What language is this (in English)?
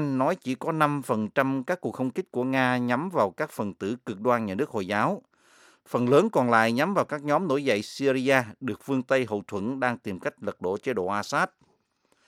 Vietnamese